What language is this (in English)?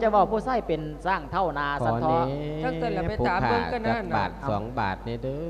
Lao